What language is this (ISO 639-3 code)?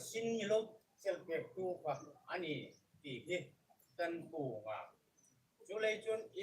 hmr